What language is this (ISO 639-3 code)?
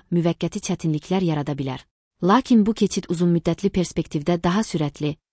aze